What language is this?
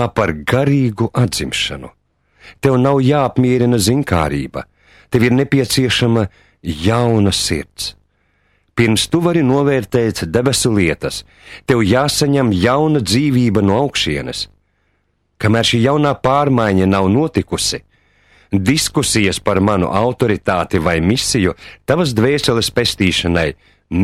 Latvian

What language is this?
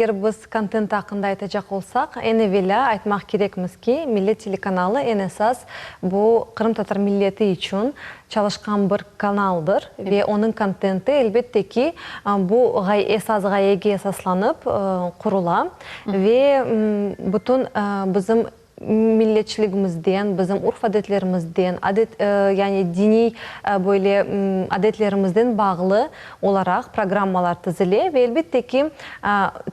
Crimean Tatar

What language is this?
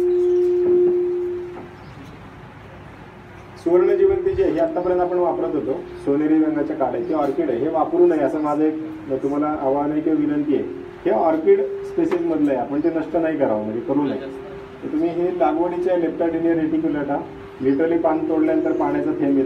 Marathi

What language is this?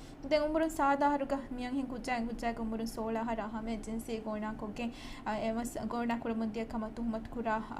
Divehi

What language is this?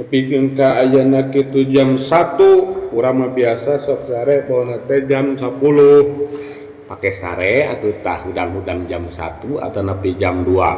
Sundanese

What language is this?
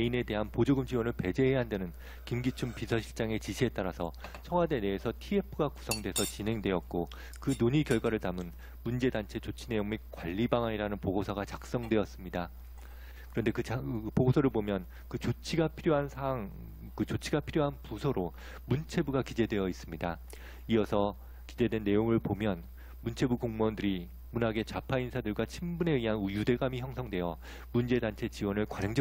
Korean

